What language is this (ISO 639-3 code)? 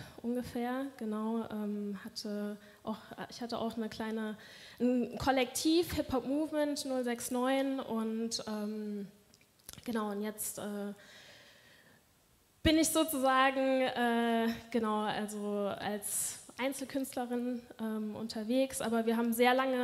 deu